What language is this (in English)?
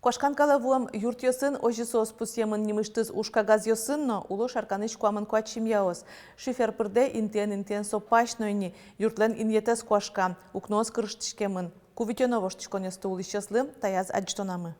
Udmurt